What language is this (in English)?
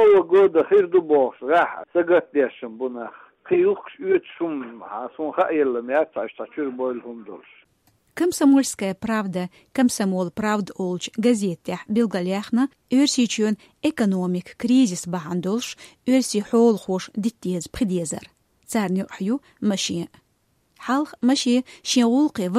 Chechen